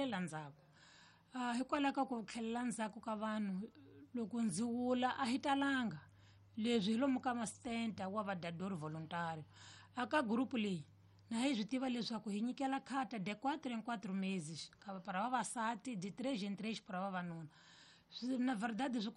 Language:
Tsonga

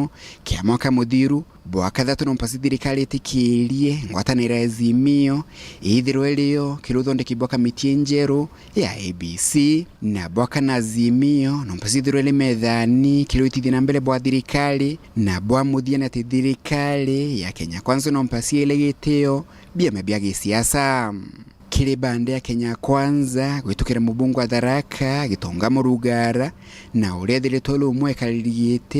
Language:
Meru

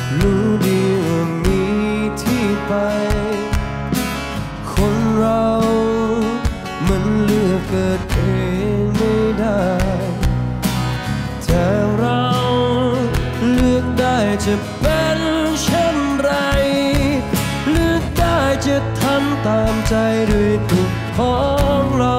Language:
Thai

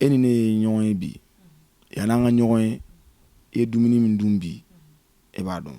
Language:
Bambara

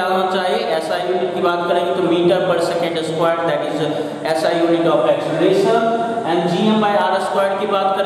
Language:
Hindi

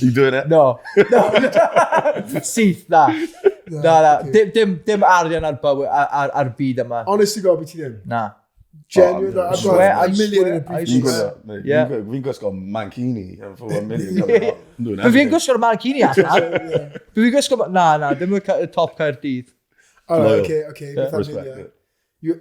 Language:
Welsh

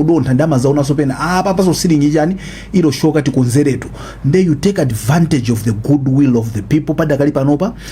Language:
Nyanja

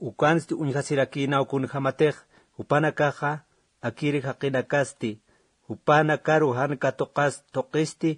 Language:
Aymara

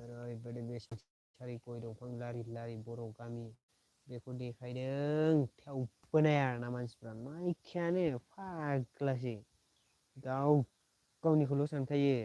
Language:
Bodo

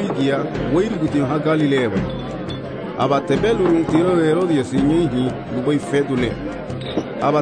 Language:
Garifuna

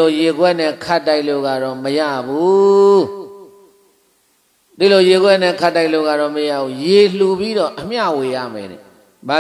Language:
Burmese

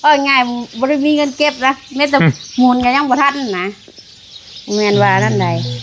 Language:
Lao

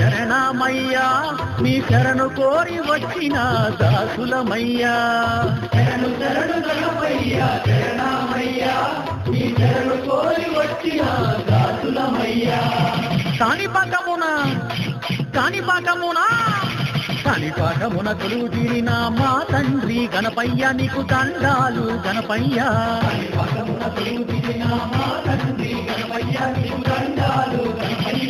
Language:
Telugu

